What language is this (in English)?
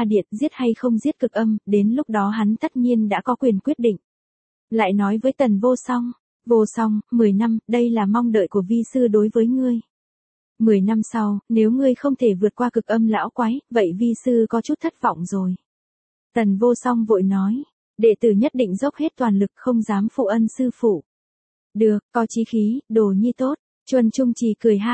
Vietnamese